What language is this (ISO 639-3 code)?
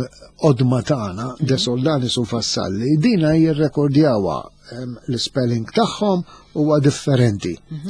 mlt